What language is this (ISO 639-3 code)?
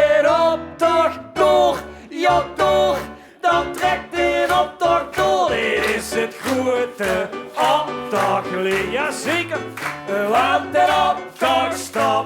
lim